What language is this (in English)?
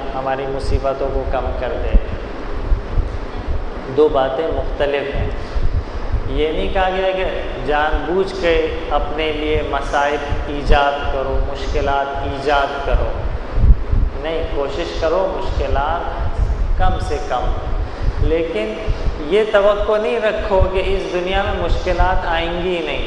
Urdu